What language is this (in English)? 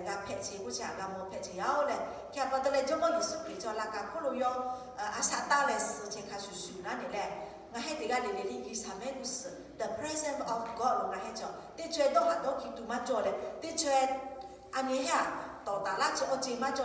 Lahu